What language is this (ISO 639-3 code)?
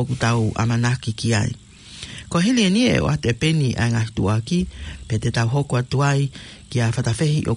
ton